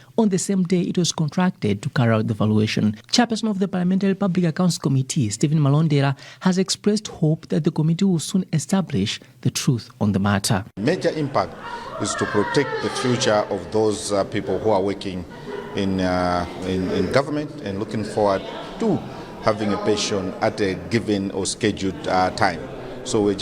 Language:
English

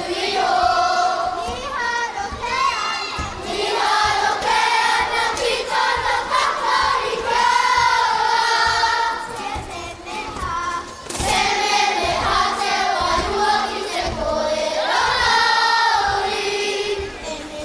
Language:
Māori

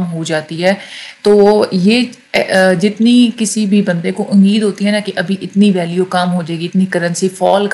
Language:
Hindi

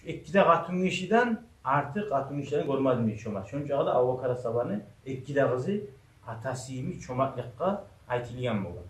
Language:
Kumyk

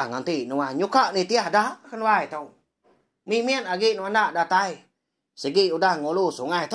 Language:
Iban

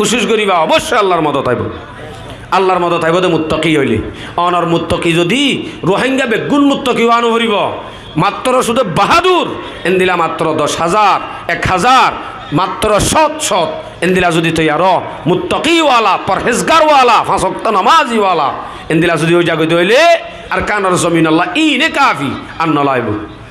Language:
Rohingya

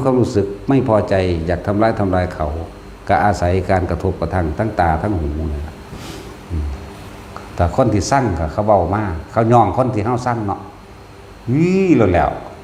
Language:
Northeastern Thai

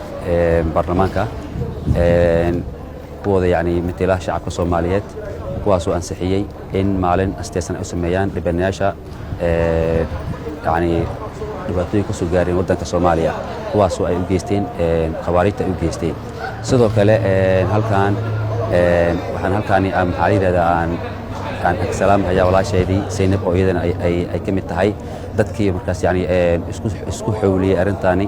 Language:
Somali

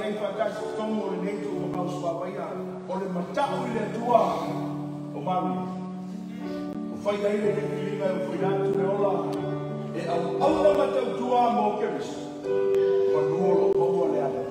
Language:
Samoan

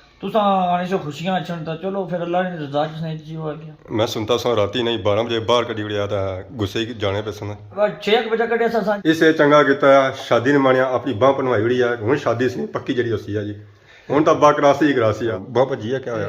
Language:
Pahari-Potwari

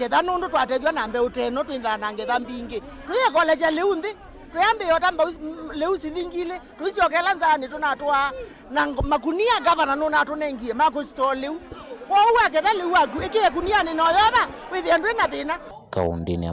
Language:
Kamba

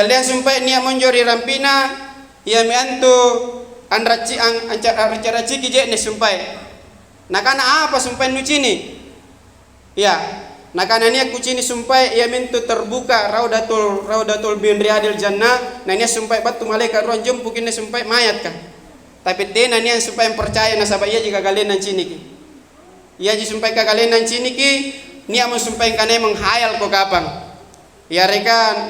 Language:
Makasar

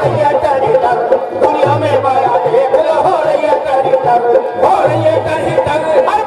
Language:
Hindi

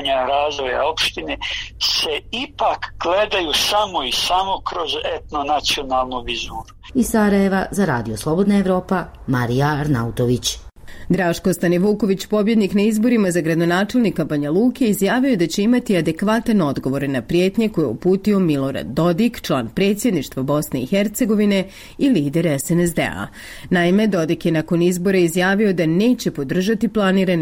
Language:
Bosnian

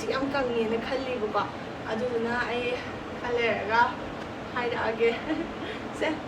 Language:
Manipuri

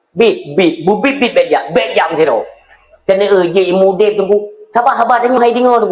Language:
Achinese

